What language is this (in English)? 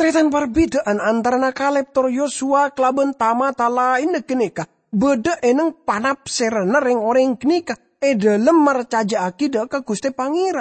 Madurese